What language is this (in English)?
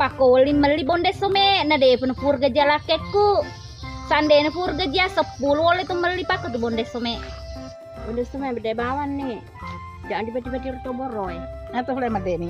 Buginese